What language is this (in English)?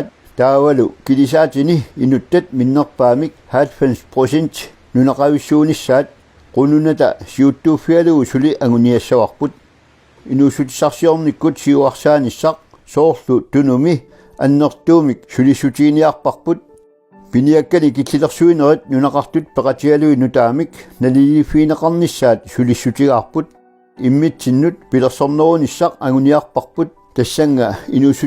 Kalaallisut